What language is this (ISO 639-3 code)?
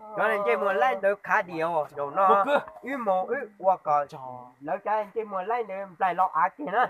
hmn